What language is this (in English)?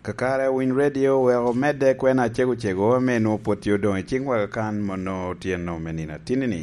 Lango (Uganda)